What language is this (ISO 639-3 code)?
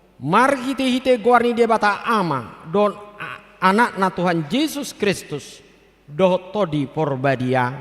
bbc